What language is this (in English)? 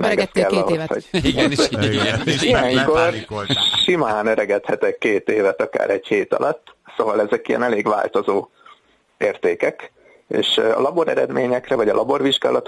Hungarian